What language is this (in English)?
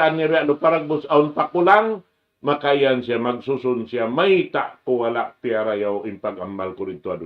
Tausug